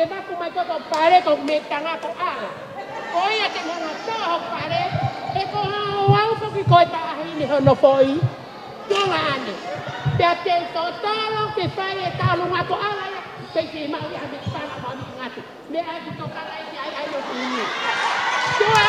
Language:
Tongan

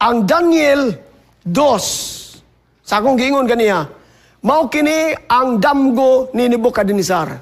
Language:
Cebuano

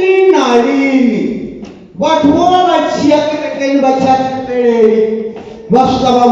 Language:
Venda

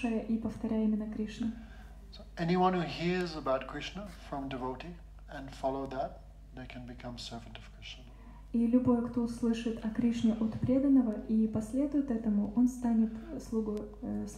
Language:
Russian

